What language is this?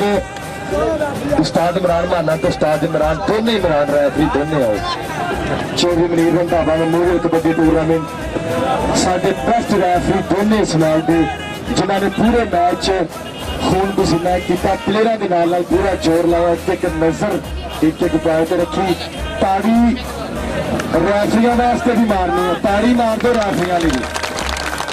Punjabi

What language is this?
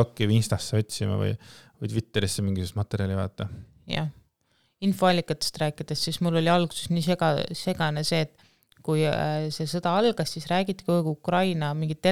Estonian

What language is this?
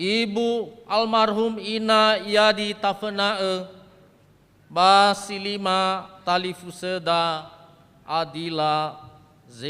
Nias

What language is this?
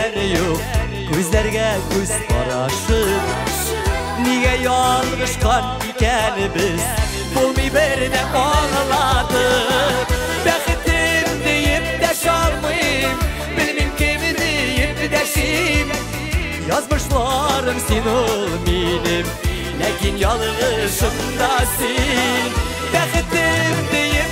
Tatar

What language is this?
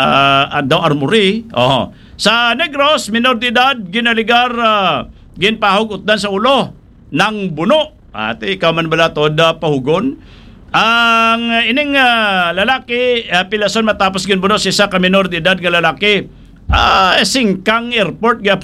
Hiligaynon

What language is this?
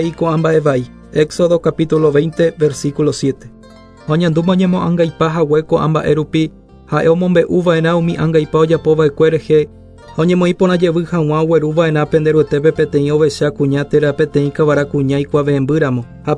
Guarani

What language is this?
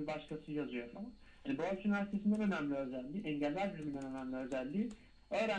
Turkish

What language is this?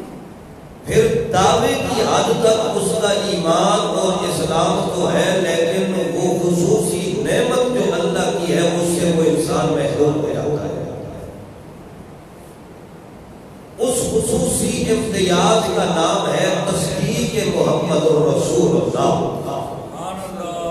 Urdu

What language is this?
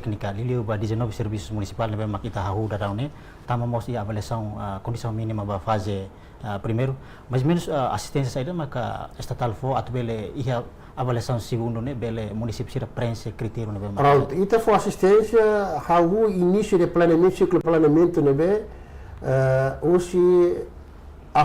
Tetum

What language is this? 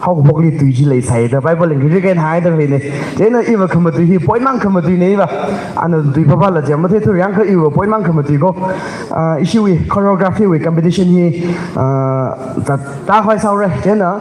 Tangkhul Naga (India)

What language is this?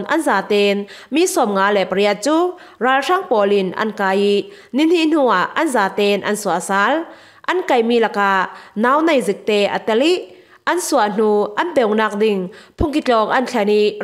Falam Chin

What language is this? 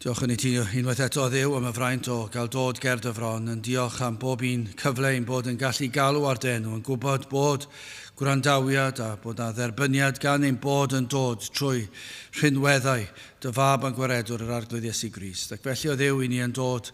Welsh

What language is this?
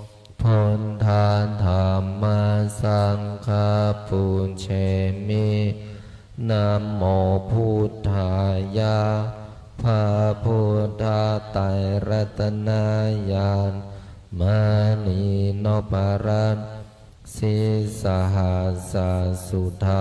Pali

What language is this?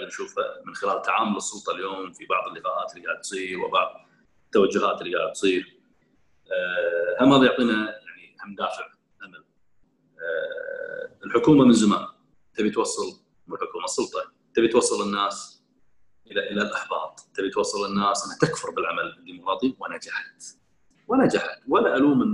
Gulf Arabic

